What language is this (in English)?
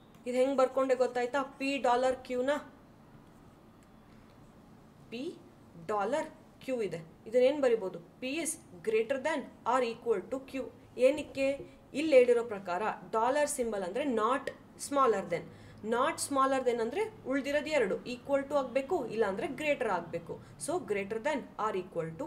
Kannada